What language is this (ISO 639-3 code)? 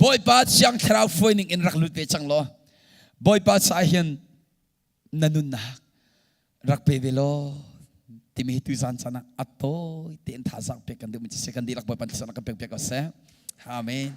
cnh